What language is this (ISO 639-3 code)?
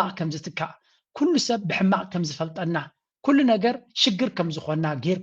tir